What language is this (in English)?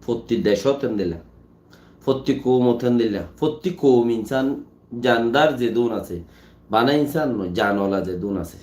Rohingya